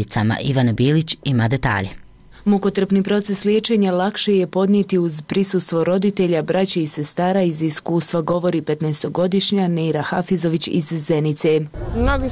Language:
Bosnian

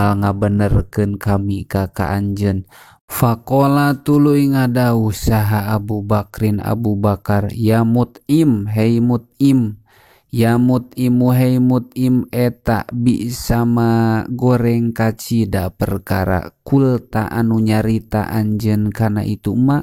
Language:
Sundanese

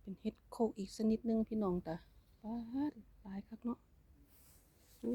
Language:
Lao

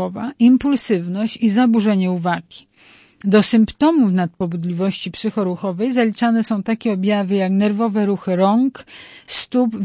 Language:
Polish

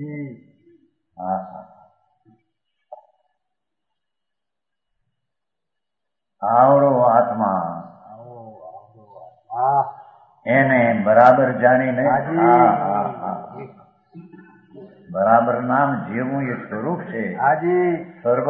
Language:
Gujarati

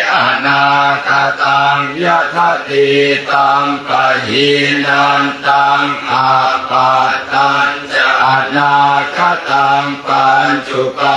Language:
Pali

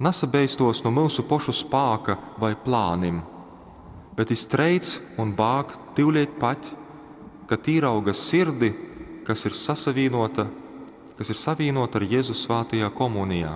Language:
Latgalian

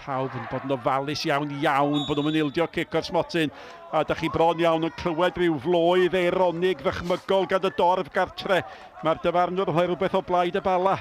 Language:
Welsh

